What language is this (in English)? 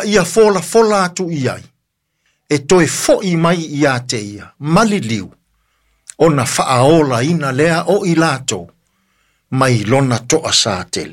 Samoan